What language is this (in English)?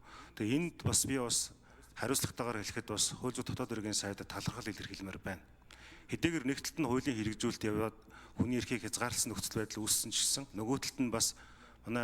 Mongolian